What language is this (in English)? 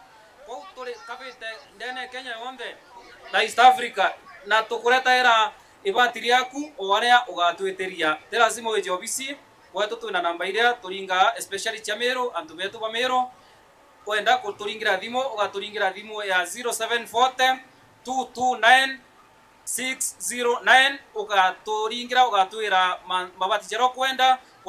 Meru